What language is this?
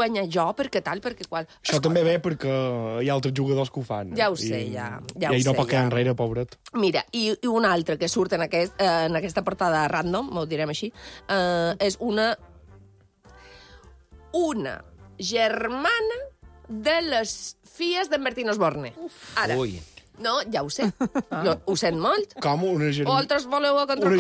Catalan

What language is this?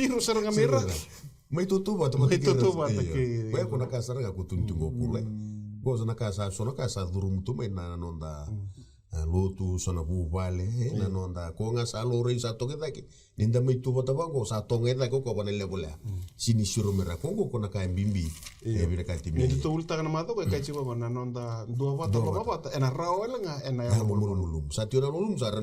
Fijian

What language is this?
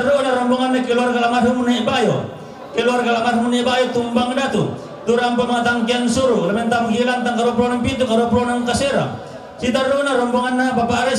Toraja-Sa'dan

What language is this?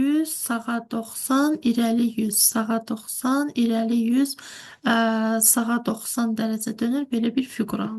Azerbaijani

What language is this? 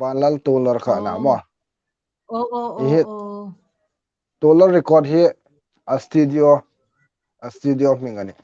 Hmar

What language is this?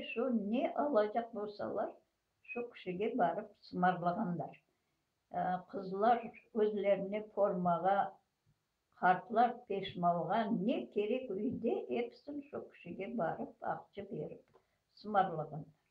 Crimean Tatar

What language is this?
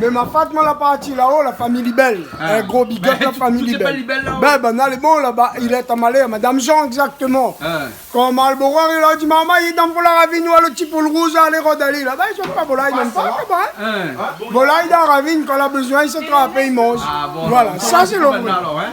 Réunion Creole French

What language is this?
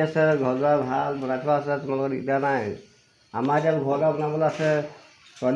Assamese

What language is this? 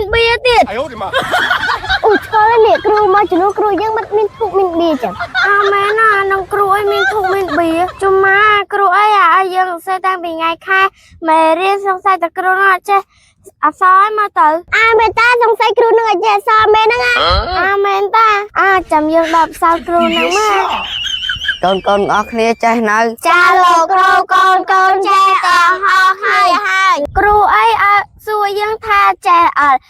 Khmer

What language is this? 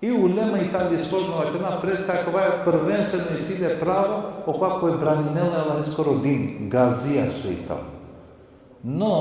Balkan Romani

